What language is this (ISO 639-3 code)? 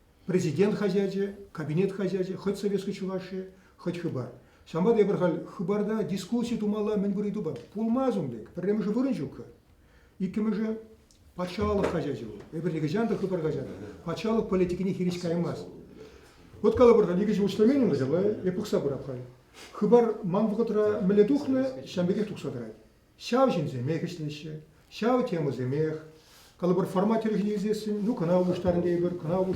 chv